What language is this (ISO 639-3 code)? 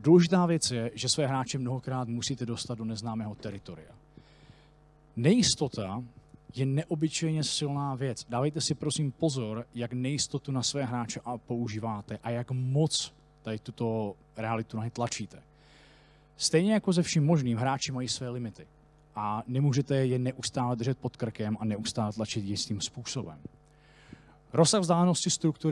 ces